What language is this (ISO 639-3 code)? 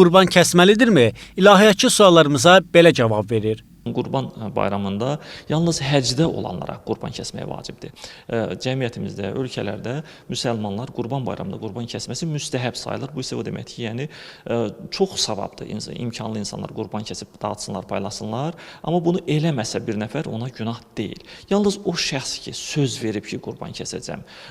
aze